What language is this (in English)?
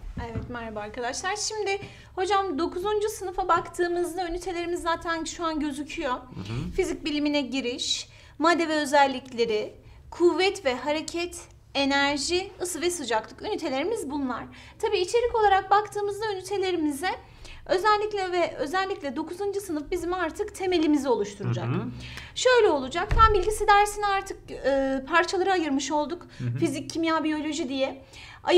Turkish